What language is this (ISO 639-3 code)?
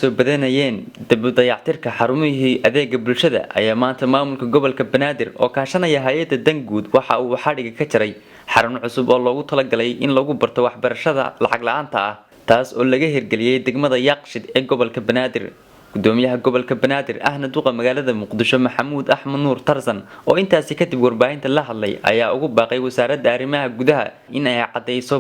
som